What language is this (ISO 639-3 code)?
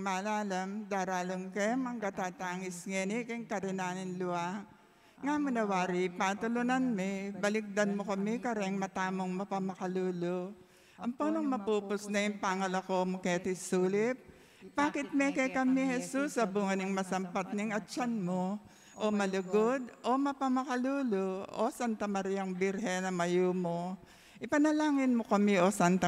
pam